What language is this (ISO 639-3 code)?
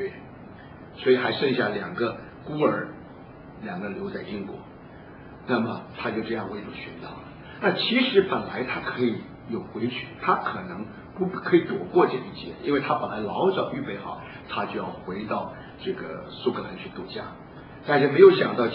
zho